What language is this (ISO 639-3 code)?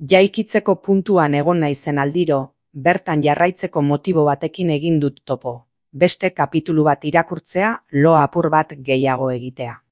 eus